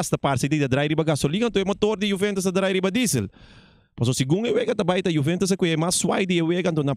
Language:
Papiamento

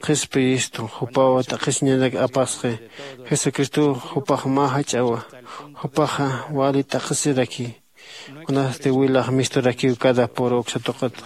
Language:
Aymara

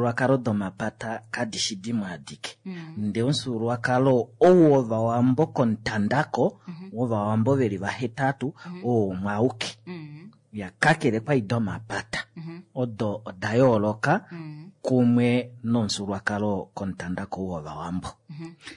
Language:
Kuanyama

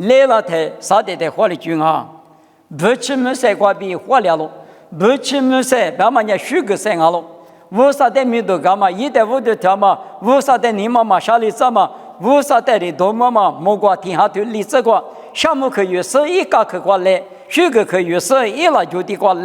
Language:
Lisu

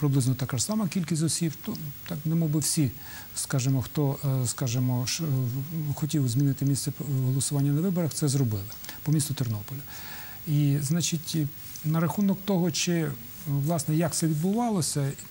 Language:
Ukrainian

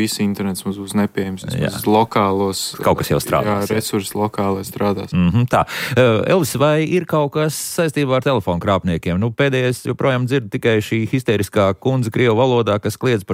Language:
Latvian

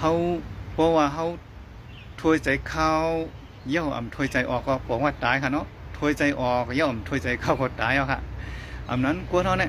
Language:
Shan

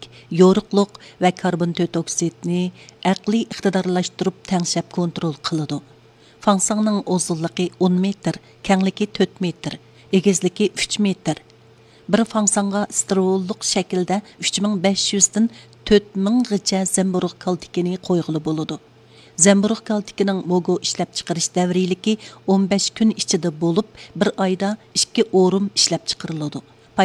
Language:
Uyghur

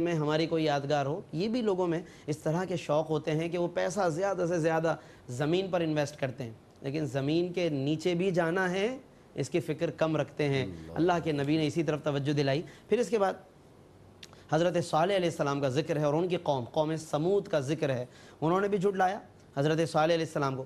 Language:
Urdu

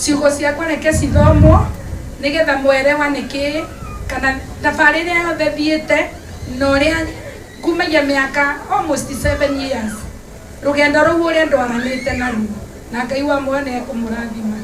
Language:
Kikuyu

